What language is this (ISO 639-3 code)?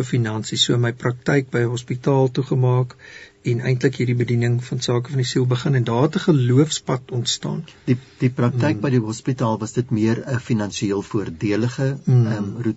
afr